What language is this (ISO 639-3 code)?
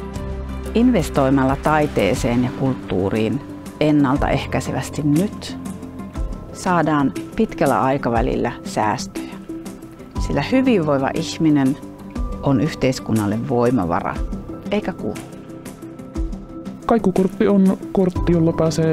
fin